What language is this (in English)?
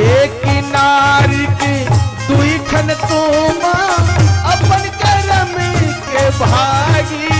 Chhattisgarhi